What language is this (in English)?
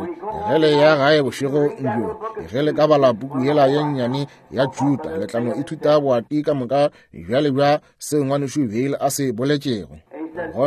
Northern Sotho